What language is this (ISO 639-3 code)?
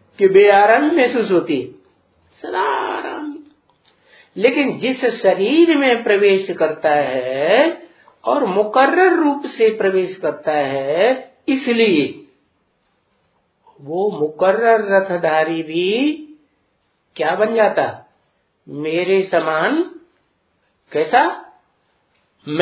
hin